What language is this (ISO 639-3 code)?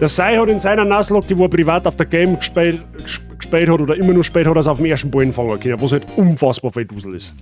bar